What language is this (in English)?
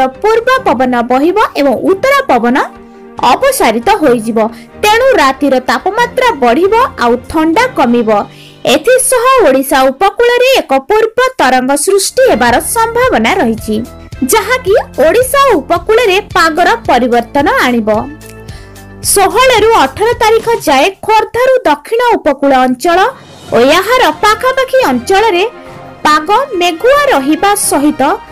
Odia